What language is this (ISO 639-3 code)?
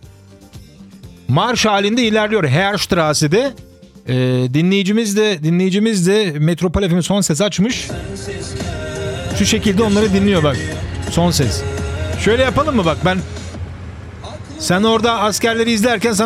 tur